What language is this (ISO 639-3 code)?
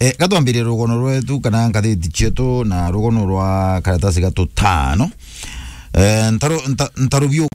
mer